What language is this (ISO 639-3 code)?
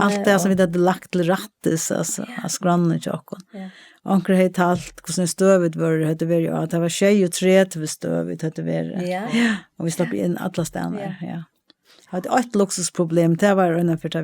fao